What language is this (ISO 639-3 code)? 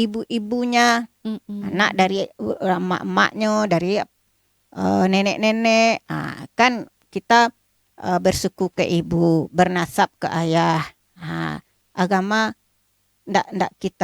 min